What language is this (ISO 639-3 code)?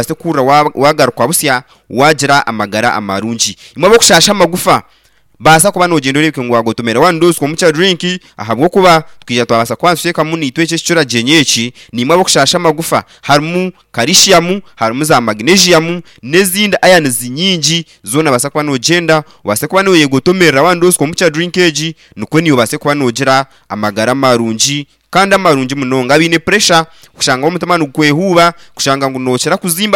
nyn